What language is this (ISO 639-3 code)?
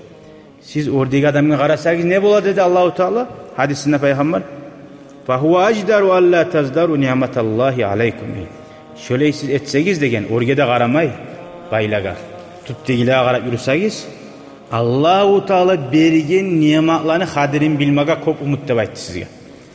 kum